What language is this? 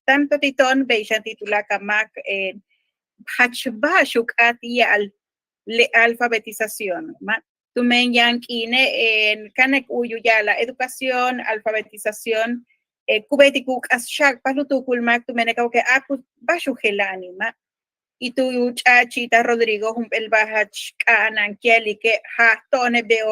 Yucateco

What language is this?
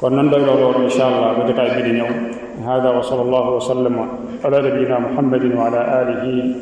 Wolof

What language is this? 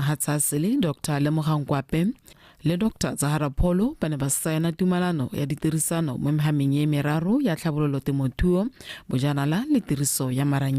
Tswana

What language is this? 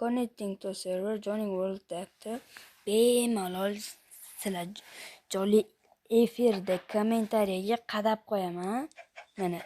Uzbek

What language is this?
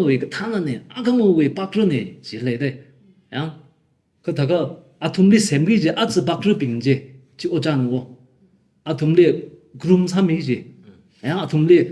Tangkhul Naga (India)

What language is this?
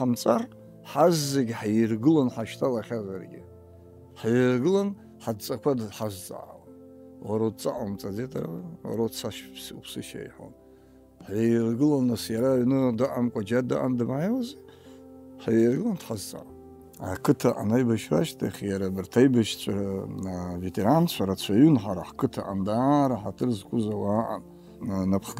Abkhazian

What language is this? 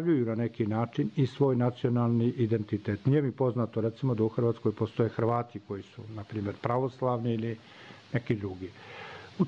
Serbian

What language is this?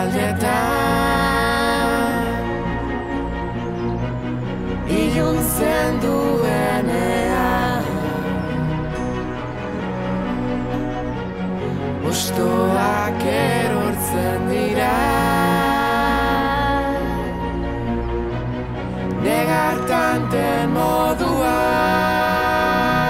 Basque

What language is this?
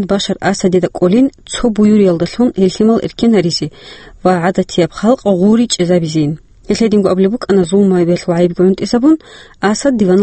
Avaric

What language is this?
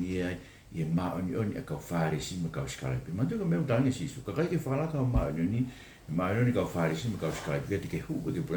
Tongan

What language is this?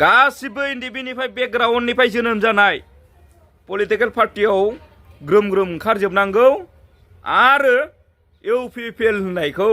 Bodo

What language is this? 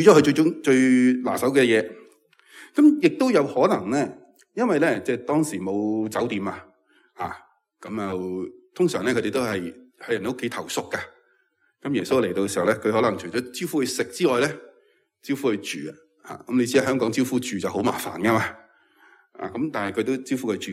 Cantonese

